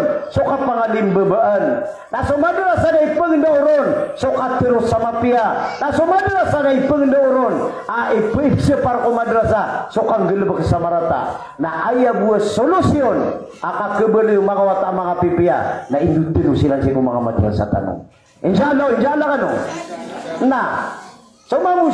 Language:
Maranao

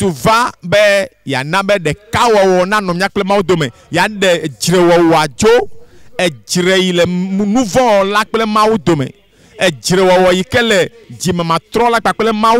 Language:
Ewe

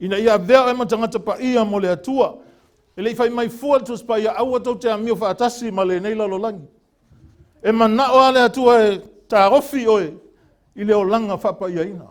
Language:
Samoan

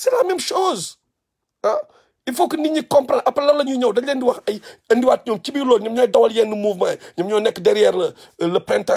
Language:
Wolof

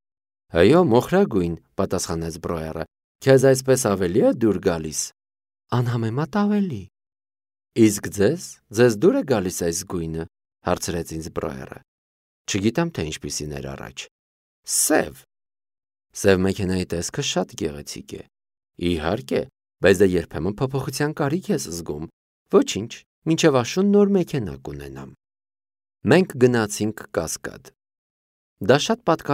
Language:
Armenian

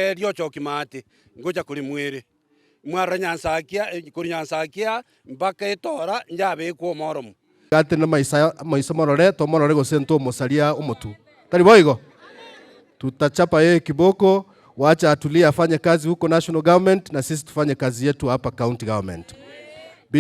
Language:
Gusii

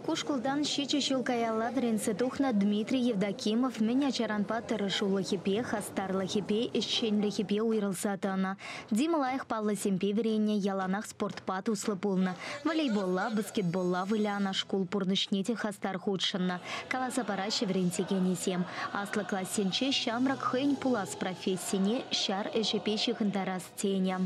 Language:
Chuvash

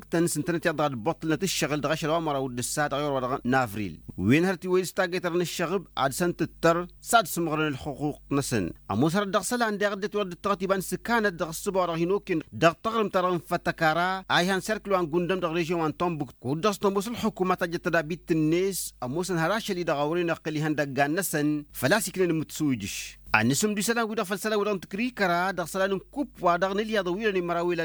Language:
Tamasheq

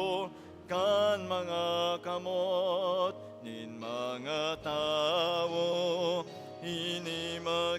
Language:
Bikol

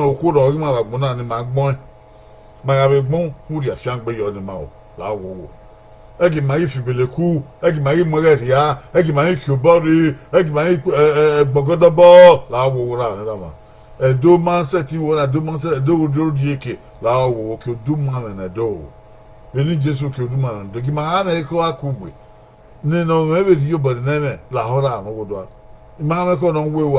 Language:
Bini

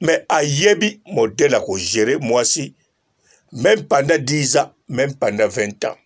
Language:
Lingala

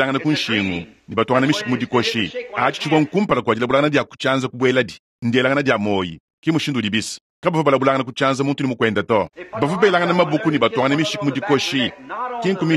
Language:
Luba-Lulua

